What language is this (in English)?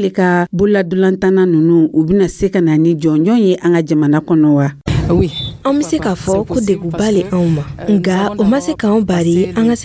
Dyula